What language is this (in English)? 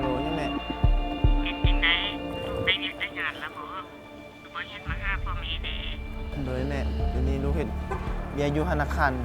Lao